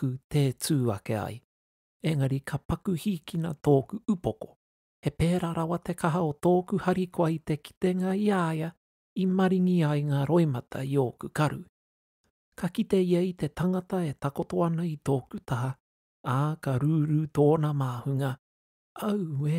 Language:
Māori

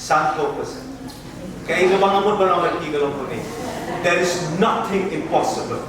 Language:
Khasi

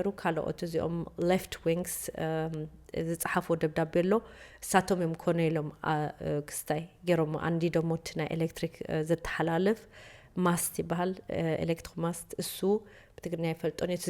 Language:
Tigrinya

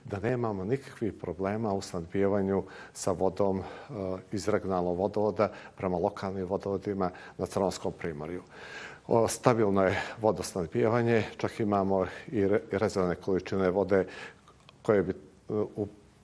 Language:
Bosnian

